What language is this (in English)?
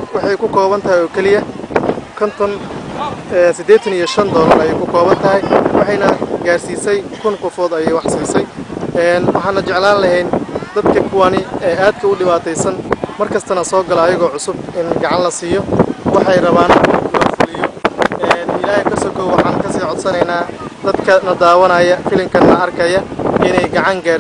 Somali